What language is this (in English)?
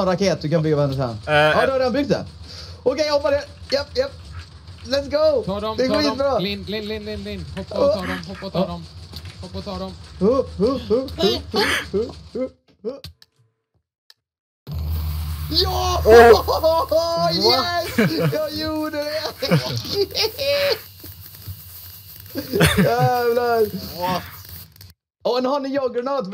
Swedish